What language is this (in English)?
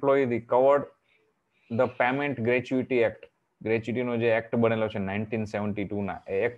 Gujarati